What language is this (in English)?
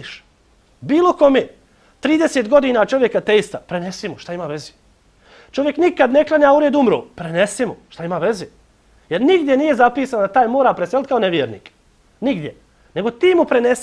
Bosnian